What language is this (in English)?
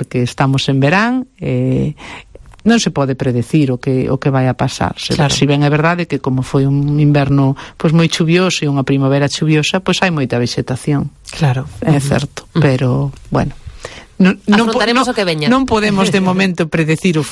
Galician